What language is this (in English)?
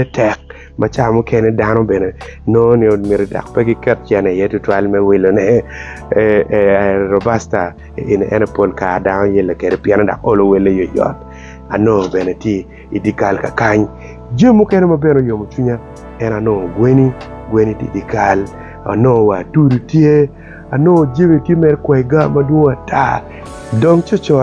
Acoli